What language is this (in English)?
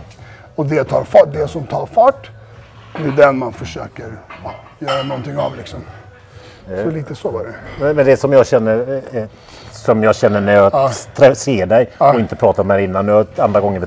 Swedish